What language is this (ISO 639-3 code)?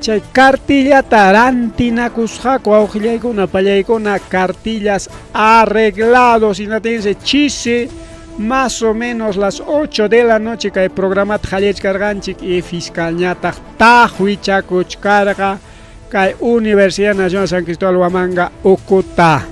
quy